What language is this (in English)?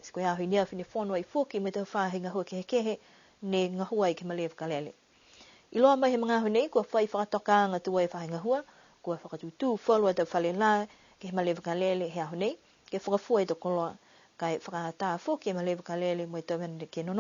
Niuean